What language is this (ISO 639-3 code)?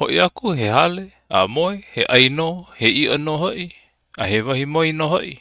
haw